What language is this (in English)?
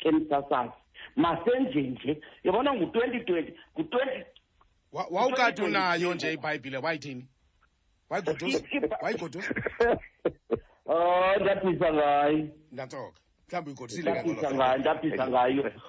Xhosa